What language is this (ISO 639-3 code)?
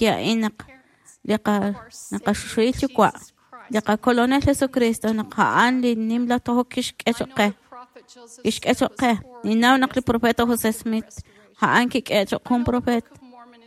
kek